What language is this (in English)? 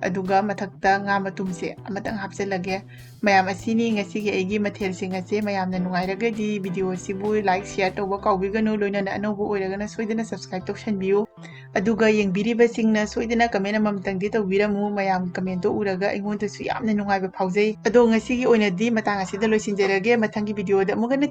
Manipuri